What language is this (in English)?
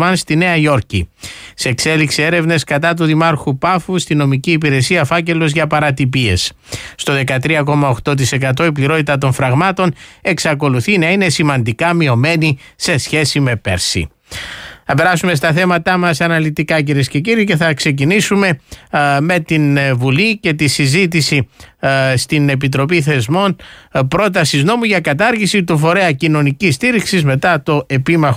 Greek